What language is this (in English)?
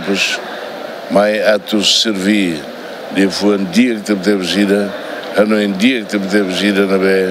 Tetum